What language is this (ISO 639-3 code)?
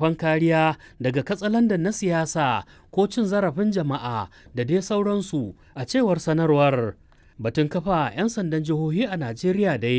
hau